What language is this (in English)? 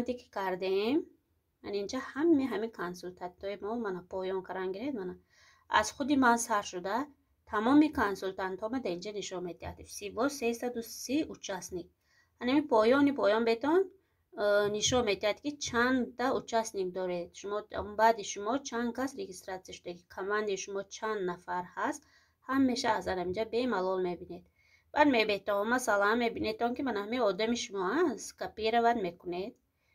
Tajik